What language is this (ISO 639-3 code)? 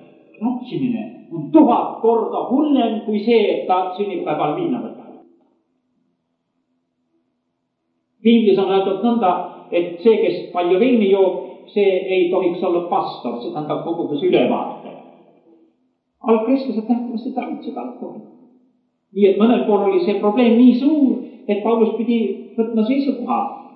est